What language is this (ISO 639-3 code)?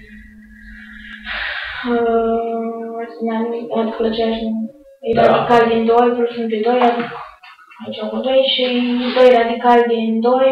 ron